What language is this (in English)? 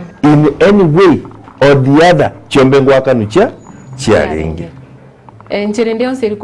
Gusii